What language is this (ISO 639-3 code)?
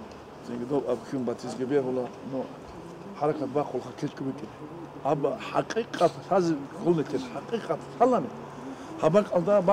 ava